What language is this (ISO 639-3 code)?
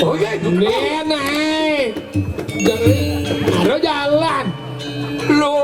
ban